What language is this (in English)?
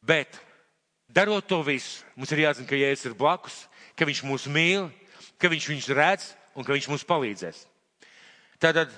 Latvian